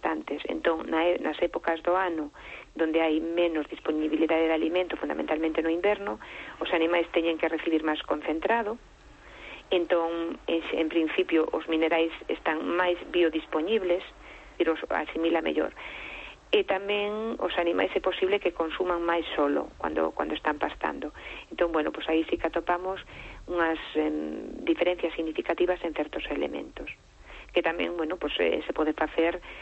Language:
Galician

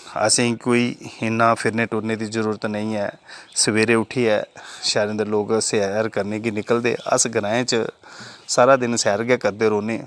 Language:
Dogri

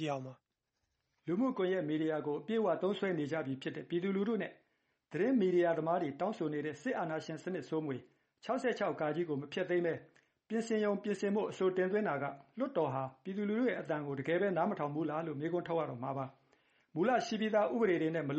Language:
Burmese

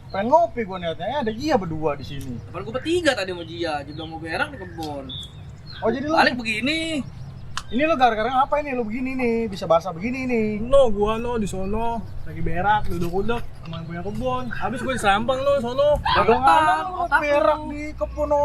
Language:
Betawi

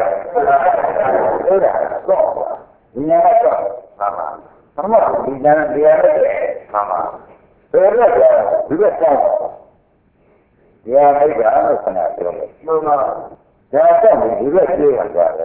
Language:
Burmese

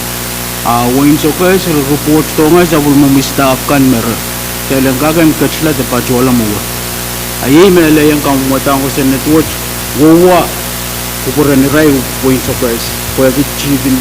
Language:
Pohnpeian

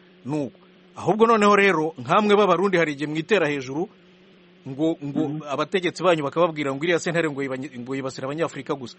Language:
Kinyarwanda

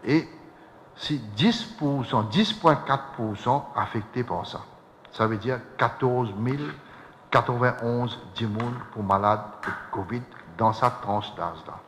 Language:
Morisyen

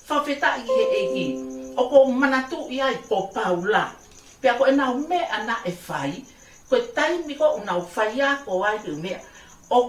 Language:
Tongan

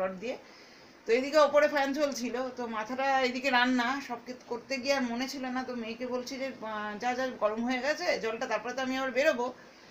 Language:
Bangla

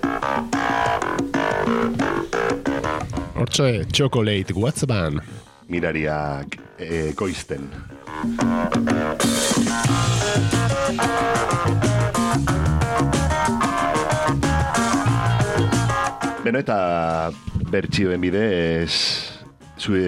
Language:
Basque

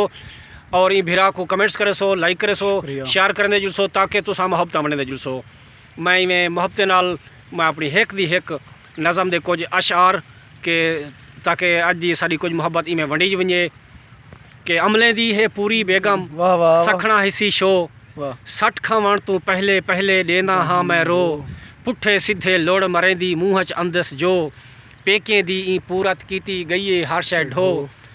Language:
Saraiki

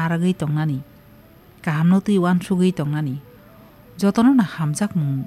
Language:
Kok Borok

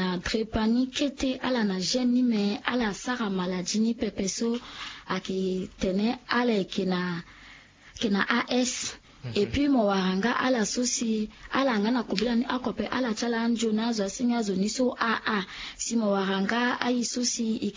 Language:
Sango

